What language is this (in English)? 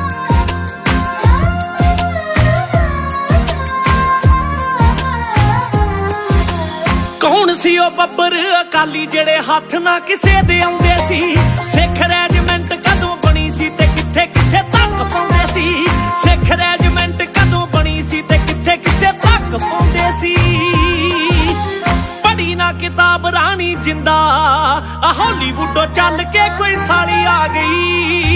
Punjabi